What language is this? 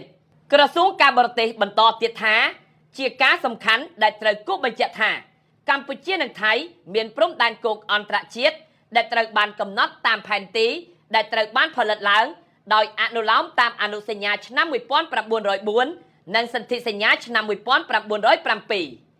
Khmer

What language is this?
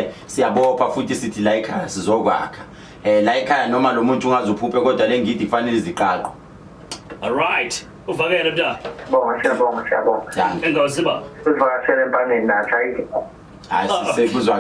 Zulu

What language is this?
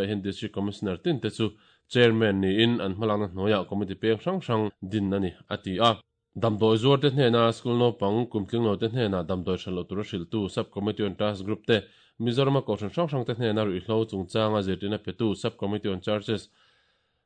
Mizo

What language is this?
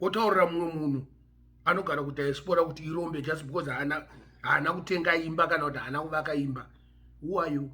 Shona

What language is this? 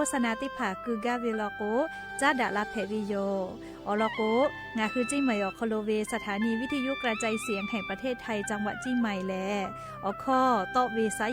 Lahu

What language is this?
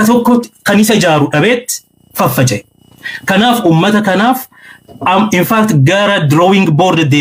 Oromo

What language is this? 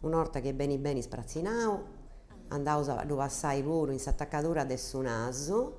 Sardinian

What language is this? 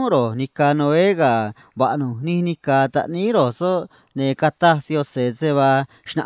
Copala Triqui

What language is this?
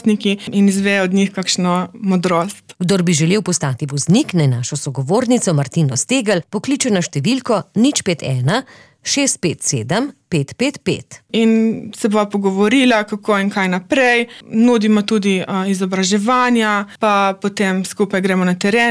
Slovenian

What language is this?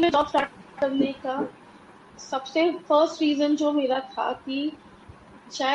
Hindi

